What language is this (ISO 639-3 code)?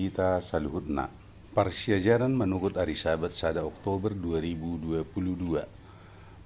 bbc